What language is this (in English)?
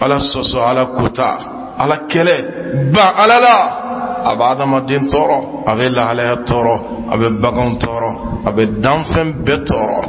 Bambara